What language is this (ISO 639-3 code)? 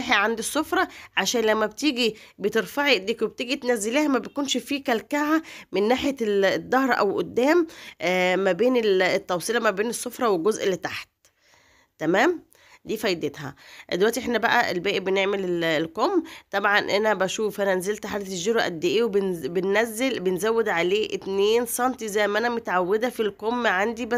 arz